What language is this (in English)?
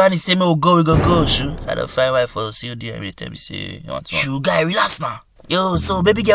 Nigerian Pidgin